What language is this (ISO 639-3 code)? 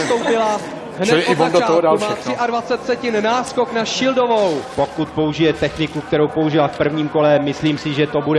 ces